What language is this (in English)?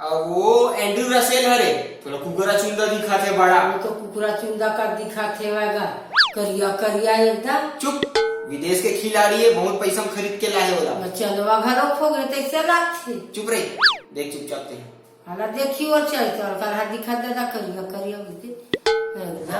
Chhattisgarhi